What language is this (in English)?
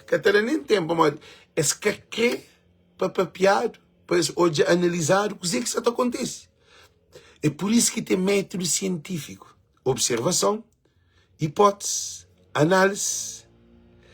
Kabuverdianu